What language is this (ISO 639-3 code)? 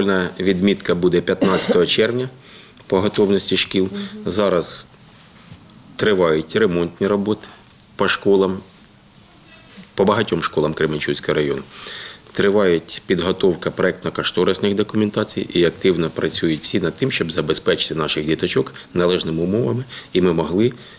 ukr